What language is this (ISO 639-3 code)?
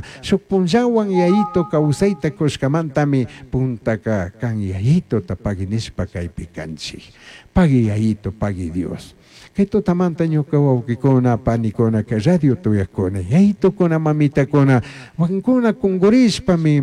qug